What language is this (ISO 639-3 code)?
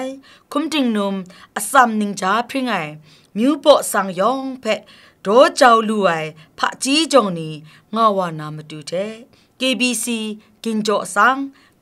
kac